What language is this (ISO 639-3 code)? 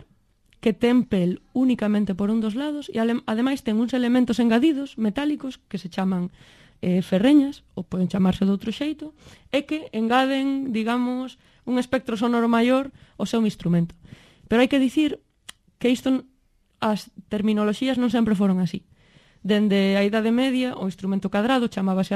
glg